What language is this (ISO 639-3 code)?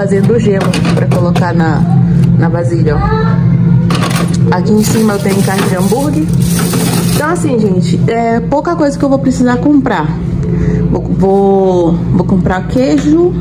por